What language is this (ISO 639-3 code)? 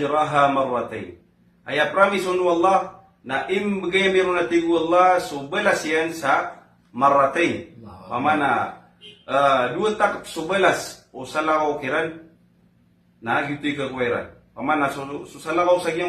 mrw